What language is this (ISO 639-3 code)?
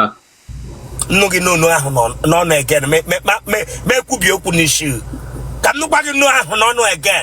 ibo